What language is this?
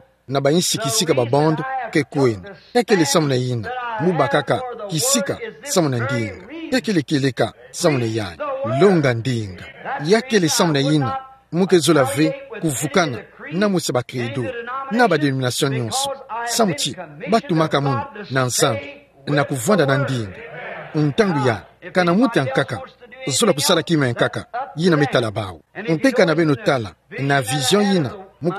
Kituba (Democratic Republic of Congo)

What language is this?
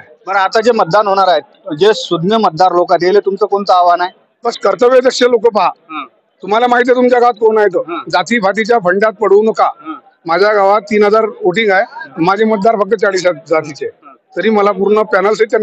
Marathi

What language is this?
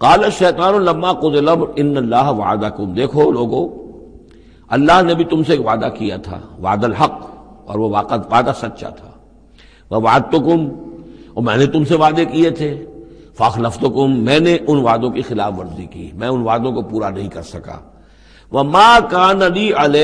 Urdu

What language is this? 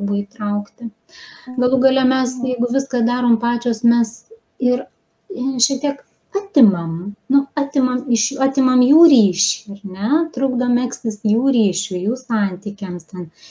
Lithuanian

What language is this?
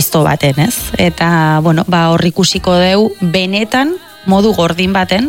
Basque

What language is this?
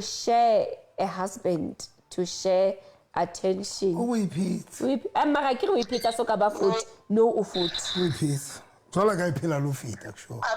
Southern Sotho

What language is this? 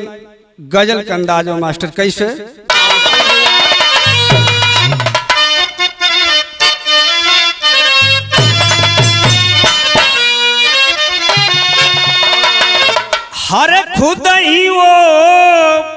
Bhojpuri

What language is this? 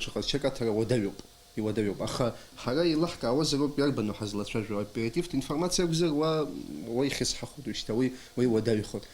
Abkhazian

